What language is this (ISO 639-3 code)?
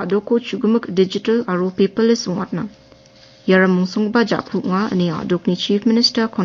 grt